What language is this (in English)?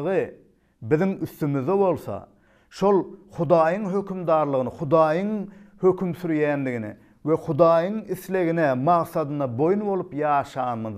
Turkmen